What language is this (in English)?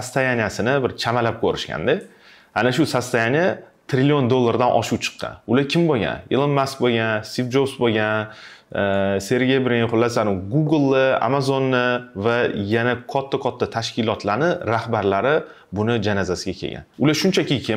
Uzbek